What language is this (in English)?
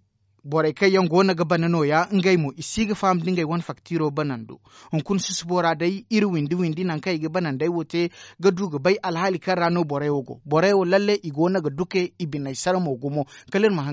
Zarma